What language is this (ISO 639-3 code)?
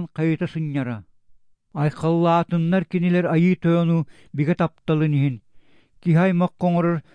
sah